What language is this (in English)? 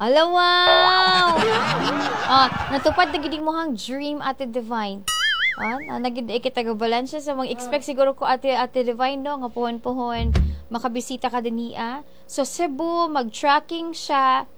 Cebuano